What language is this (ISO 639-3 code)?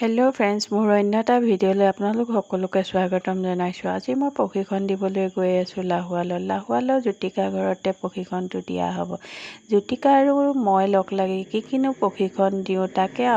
asm